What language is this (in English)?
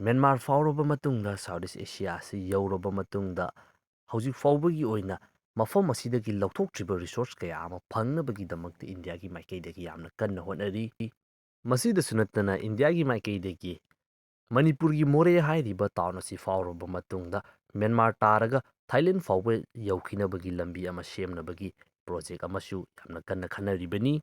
Manipuri